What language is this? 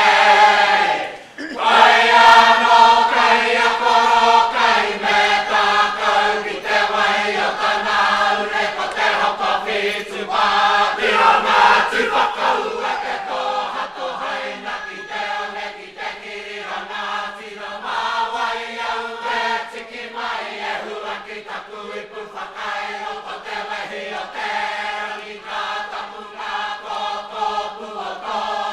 Māori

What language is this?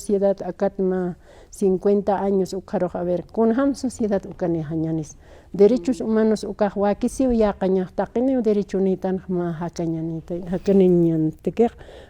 Aymara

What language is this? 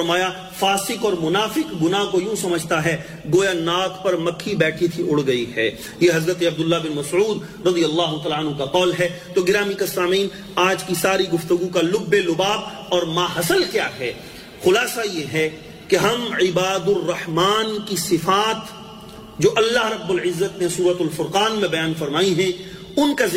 Urdu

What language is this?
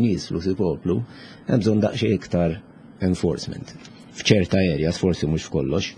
Maltese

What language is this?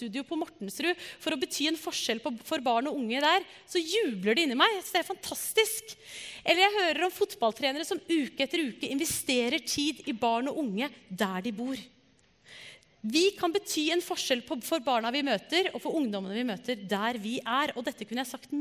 Norwegian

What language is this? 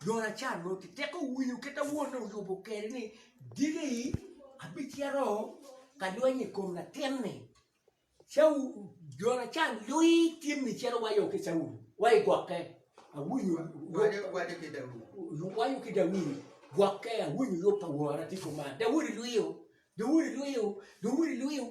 Acoli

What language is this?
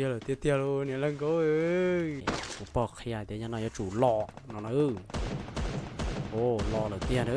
Hmong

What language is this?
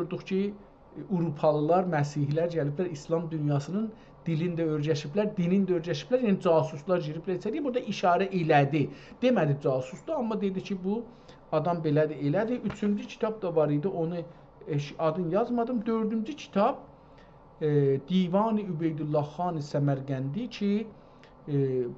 South Azerbaijani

